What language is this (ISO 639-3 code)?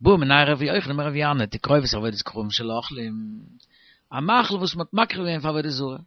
yid